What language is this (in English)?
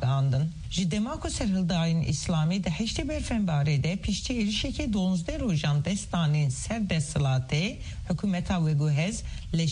Kurdish